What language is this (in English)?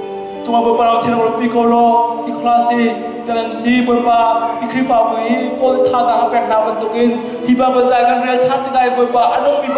Hakha Chin